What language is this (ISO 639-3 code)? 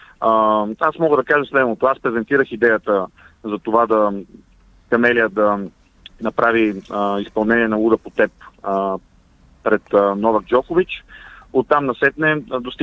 bul